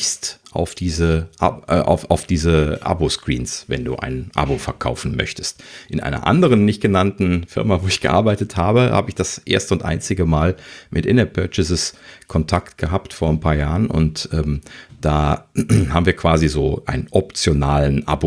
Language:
German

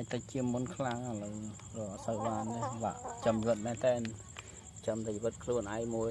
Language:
Khmer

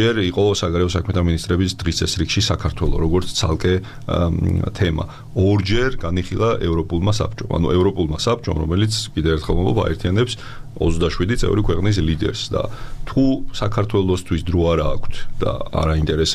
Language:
Georgian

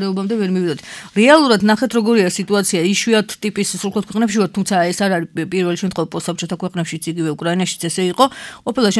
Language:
Georgian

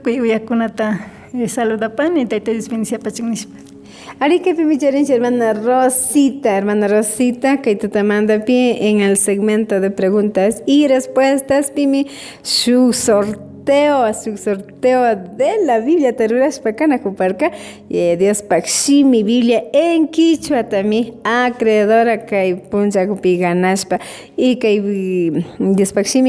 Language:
Imbabura Highland Quichua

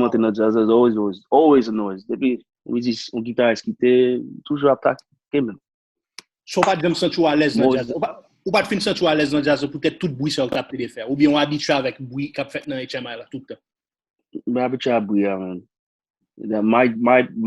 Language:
Haitian Creole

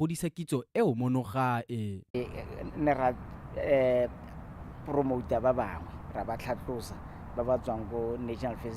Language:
Tswana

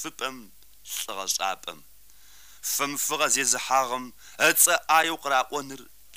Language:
Kabardian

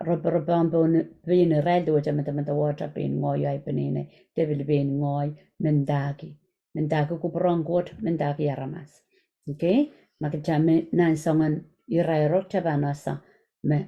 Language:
Pohnpeian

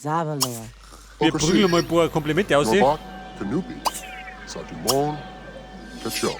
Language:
Bavarian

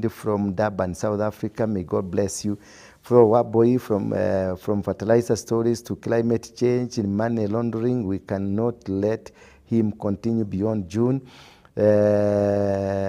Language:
Kikuyu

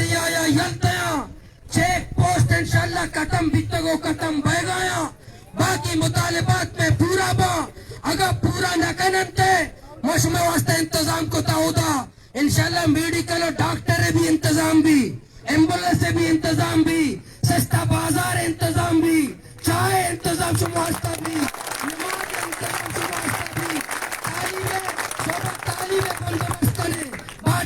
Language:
Baluchi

